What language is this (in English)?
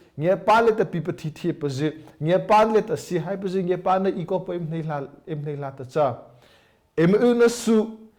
Mara Chin